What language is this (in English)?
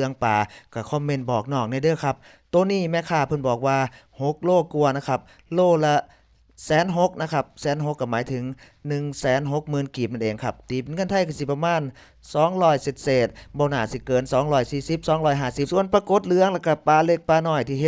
Lao